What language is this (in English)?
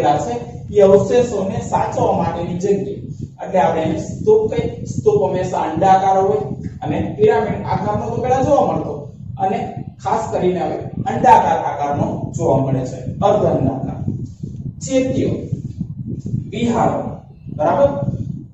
Gujarati